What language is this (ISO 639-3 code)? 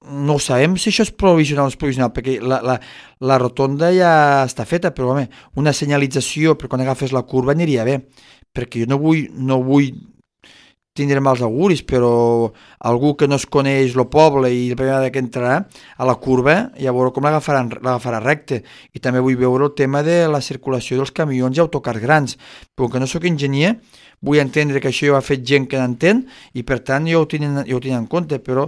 cat